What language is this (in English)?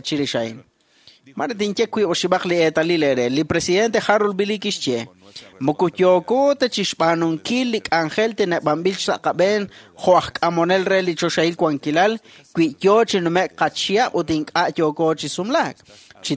Kekchí